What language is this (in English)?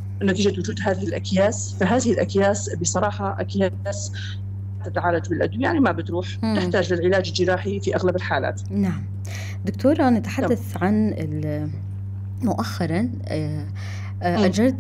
North Levantine Arabic